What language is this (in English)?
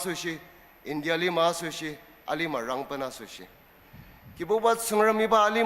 Ao Naga